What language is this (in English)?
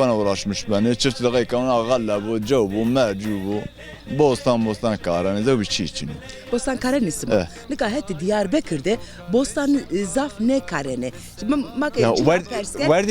Zaza